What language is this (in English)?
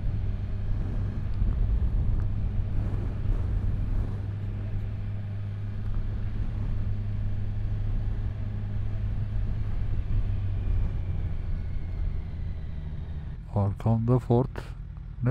Turkish